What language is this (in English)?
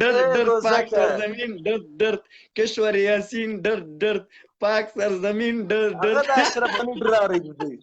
Pashto